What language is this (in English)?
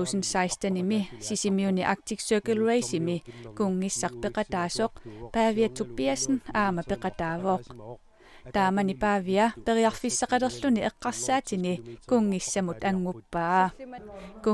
Kalaallisut